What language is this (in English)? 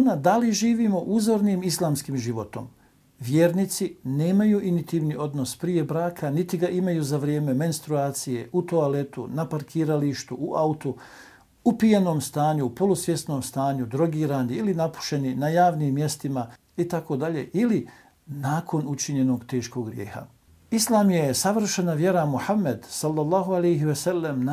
Bosnian